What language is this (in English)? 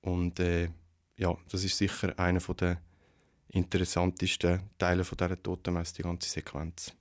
Swiss German